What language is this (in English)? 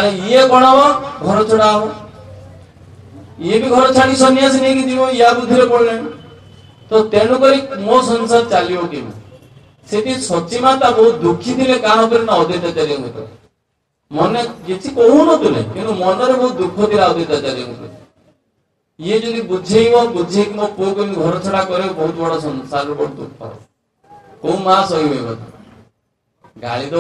Odia